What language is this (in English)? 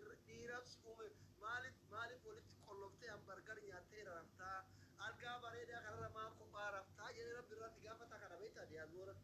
Oromo